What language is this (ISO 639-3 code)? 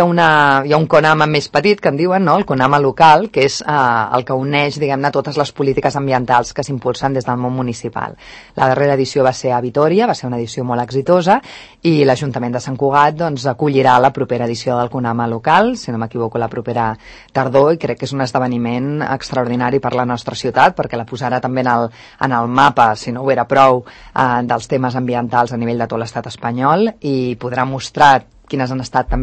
cat